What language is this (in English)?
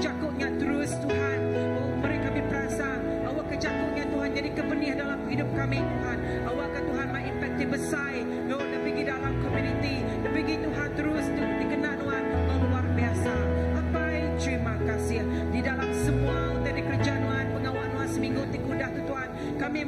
Iban